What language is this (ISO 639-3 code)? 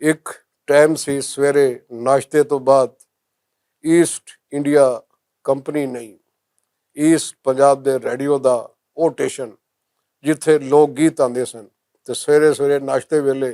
lah